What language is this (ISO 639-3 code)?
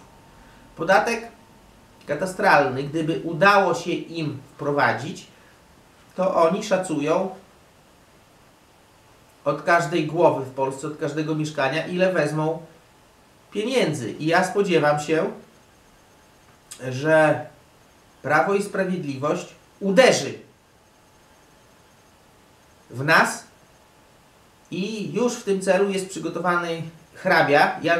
pol